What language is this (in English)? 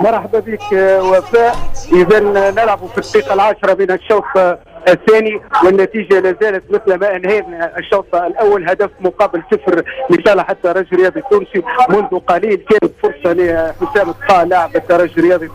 Tunisian Arabic